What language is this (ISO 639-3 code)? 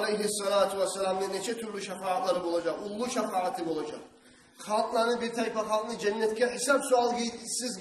kum